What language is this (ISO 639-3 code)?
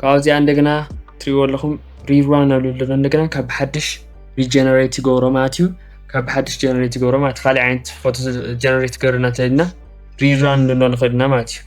tir